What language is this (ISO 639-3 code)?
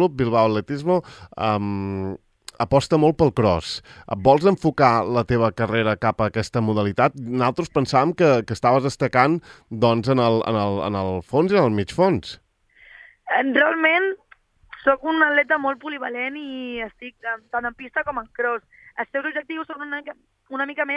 cat